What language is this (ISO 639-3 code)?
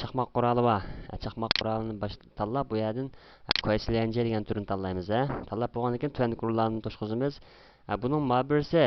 uig